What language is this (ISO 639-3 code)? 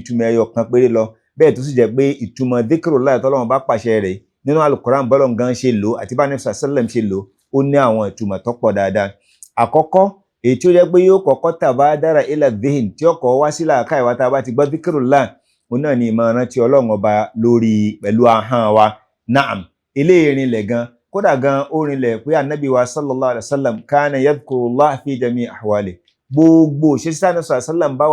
yor